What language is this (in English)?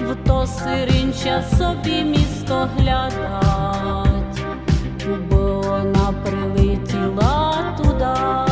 Rusyn